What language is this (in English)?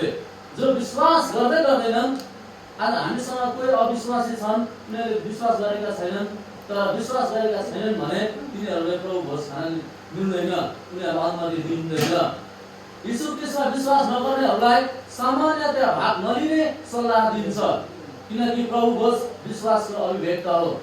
Nepali